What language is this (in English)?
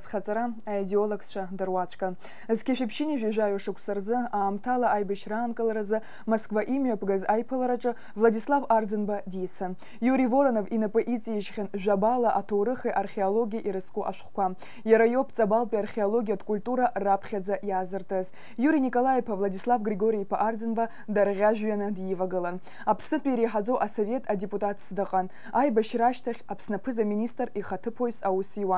Abkhazian